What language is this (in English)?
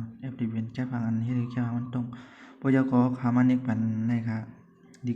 Shan